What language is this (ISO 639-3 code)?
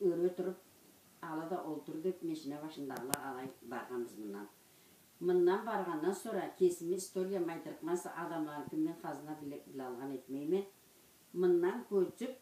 krc